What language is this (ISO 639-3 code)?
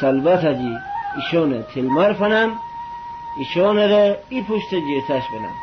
glk